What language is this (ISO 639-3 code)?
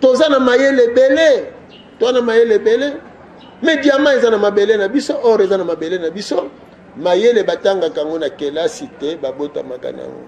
lin